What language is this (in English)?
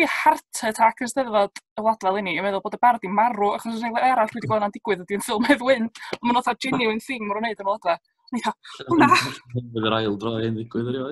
Welsh